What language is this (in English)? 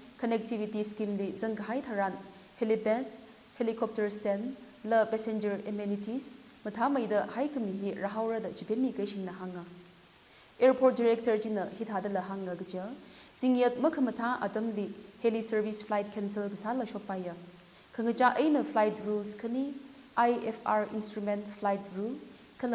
Tangkhul Naga (India)